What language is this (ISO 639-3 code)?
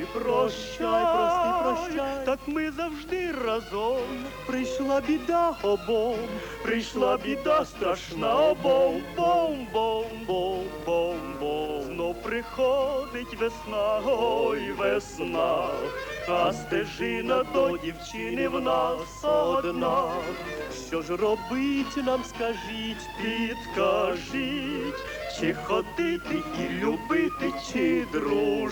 ukr